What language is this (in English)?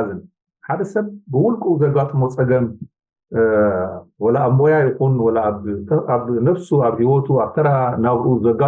Tigrinya